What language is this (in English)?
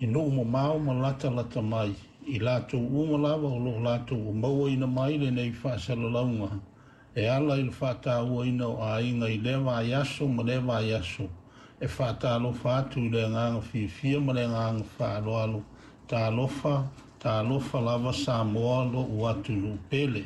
Samoan